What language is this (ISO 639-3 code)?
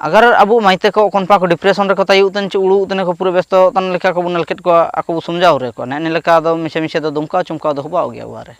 hoc